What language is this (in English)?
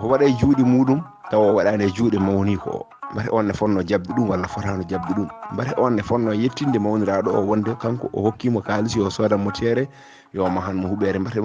Fula